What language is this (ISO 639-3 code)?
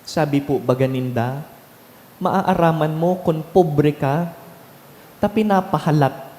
bik